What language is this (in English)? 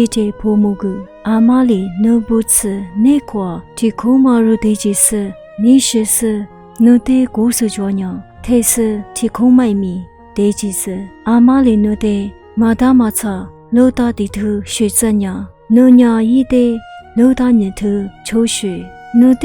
Lisu